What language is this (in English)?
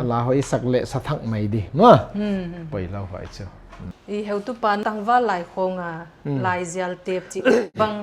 Tedim Chin